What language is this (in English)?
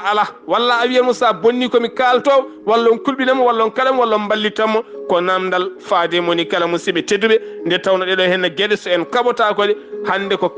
Fula